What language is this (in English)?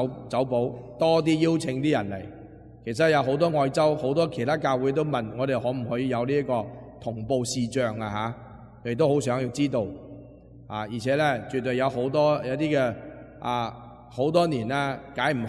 Cantonese